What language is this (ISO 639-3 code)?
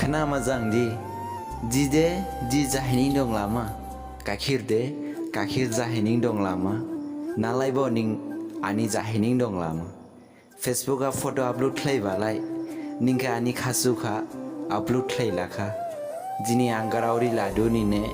dis